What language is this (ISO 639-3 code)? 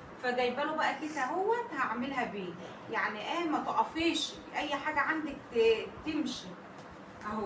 arz